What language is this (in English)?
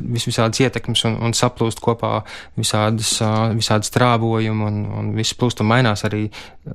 Latvian